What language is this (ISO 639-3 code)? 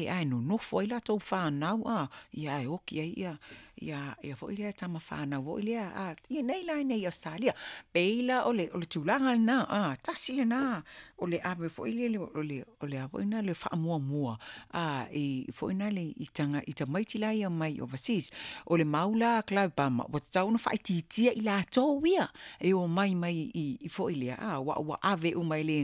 smo